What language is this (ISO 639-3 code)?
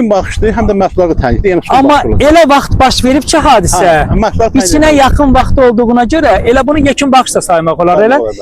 aze